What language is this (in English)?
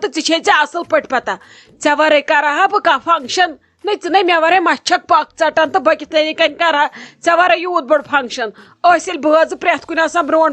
Kashmiri